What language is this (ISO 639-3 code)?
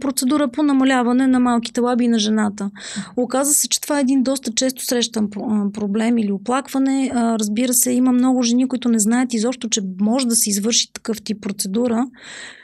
bul